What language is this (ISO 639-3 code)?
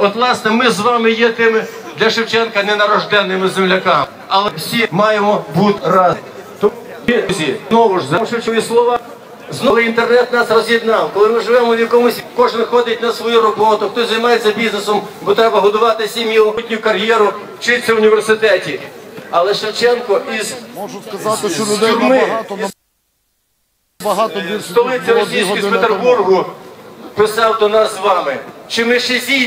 ukr